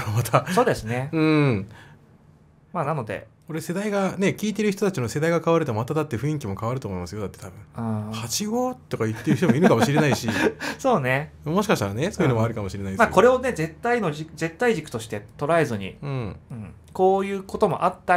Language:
Japanese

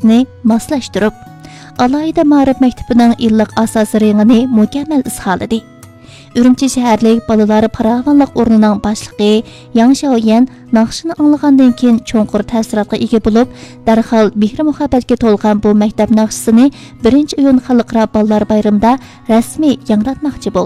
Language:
Uyghur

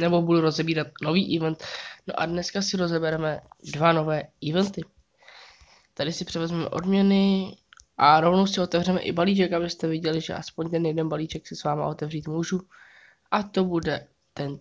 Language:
Czech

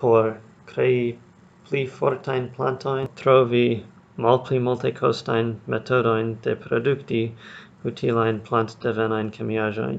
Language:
Esperanto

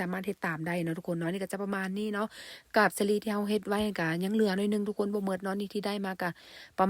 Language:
Lao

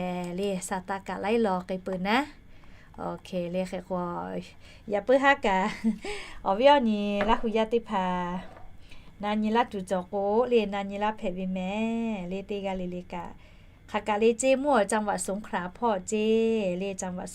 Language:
Lahu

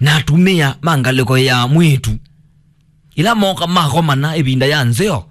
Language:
Kamba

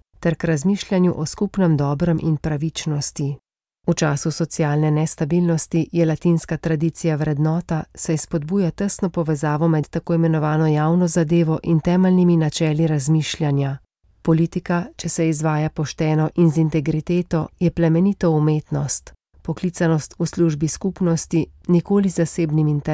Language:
Slovenian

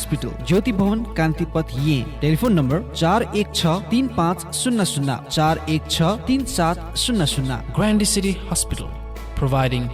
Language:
Newari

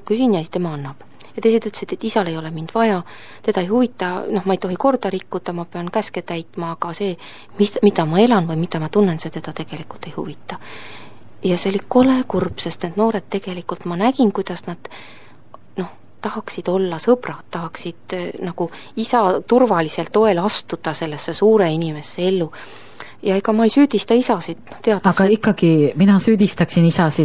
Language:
Estonian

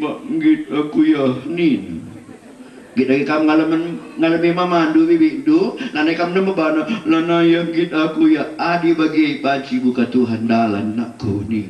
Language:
Batak Karo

